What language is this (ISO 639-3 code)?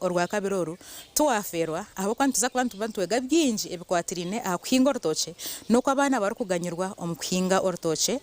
nyn